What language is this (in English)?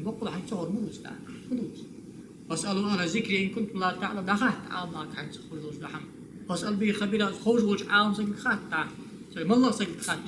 Ingush